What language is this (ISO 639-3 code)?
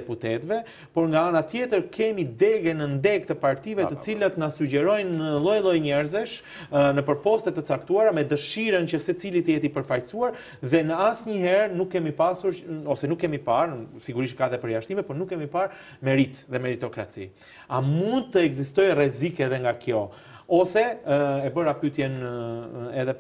sqi